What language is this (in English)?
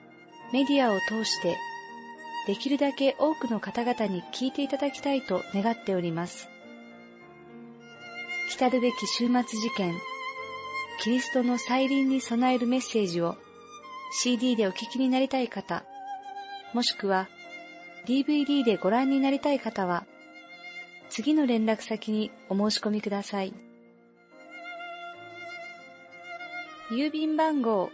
Japanese